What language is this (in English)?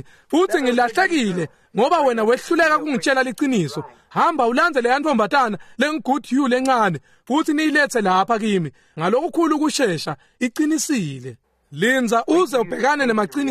Swati